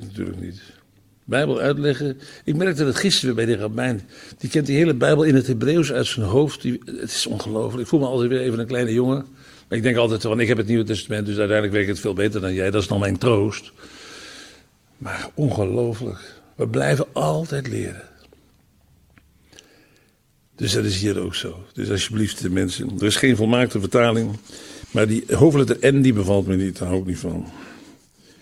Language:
Dutch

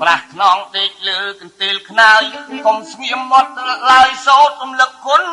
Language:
Khmer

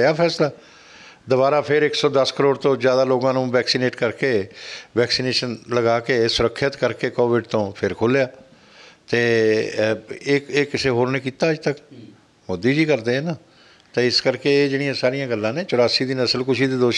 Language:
Punjabi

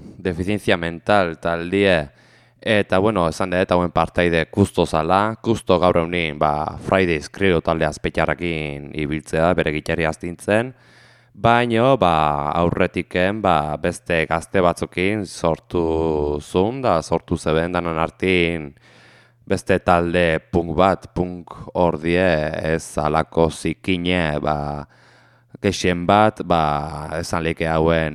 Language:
Basque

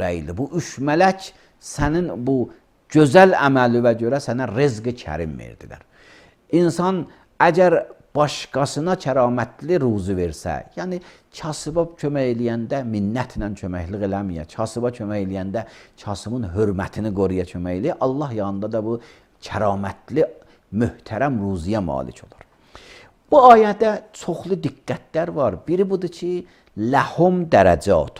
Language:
Azerbaijani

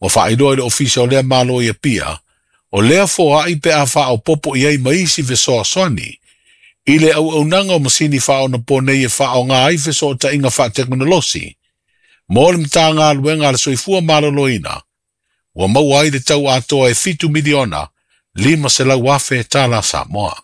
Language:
Samoan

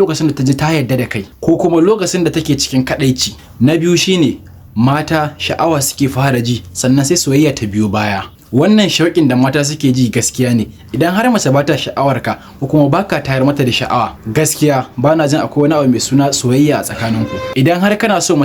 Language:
Hausa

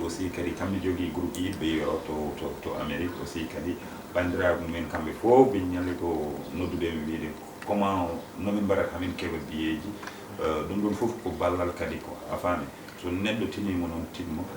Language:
Fula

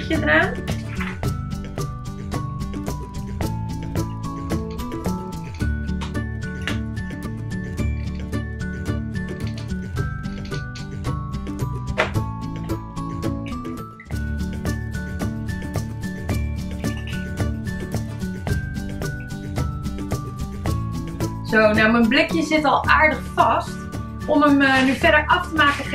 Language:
Dutch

